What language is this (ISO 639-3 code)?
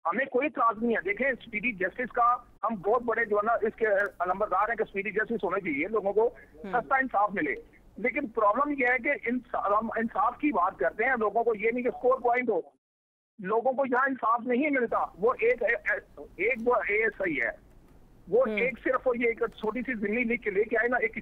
urd